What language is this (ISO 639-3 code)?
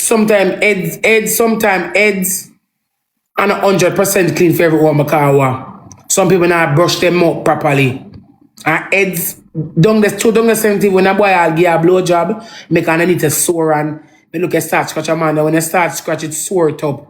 jam